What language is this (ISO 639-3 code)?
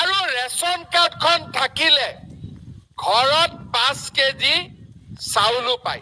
asm